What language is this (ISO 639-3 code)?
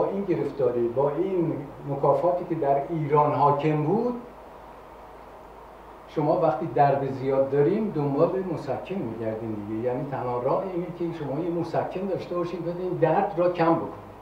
fas